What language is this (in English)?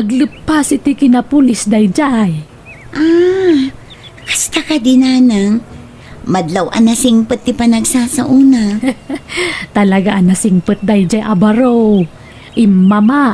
Iloko